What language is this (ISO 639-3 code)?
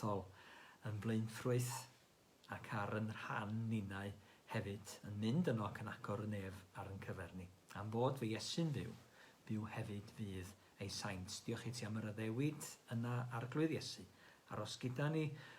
cym